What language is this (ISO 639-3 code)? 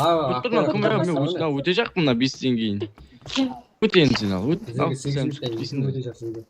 kaa